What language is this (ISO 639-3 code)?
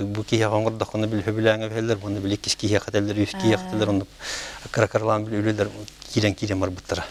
sah